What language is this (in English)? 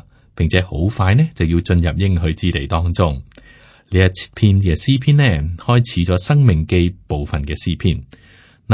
Cantonese